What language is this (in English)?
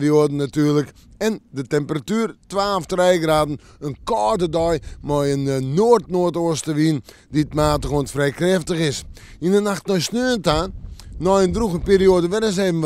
Western Frisian